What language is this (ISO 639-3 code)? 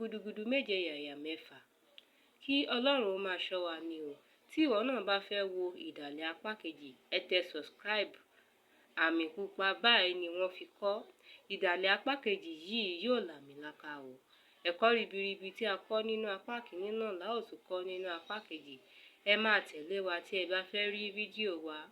yor